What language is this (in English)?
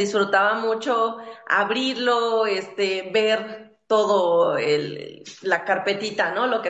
Spanish